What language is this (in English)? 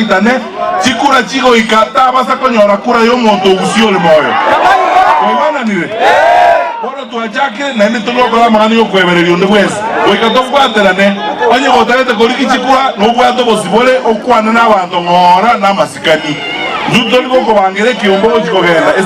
Gusii